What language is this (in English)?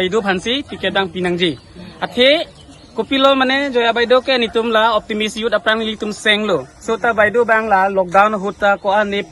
Karbi